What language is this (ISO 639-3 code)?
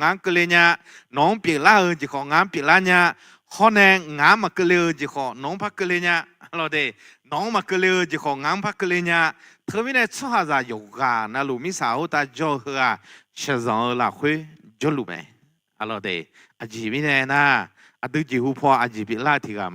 ahk